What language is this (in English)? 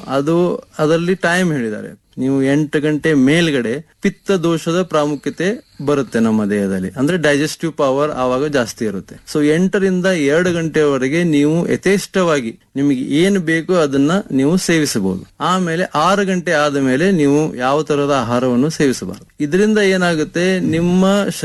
Kannada